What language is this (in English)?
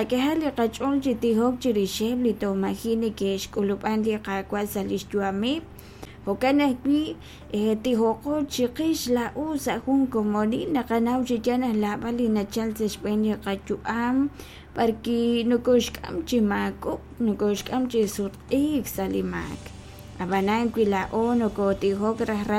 Kekchí